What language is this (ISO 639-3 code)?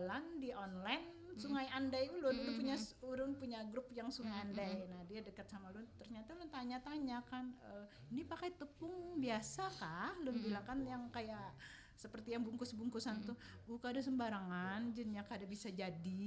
bjn